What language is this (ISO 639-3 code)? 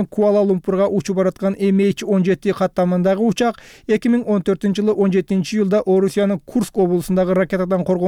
kir